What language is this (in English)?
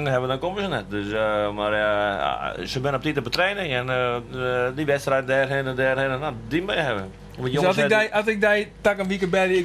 Western Frisian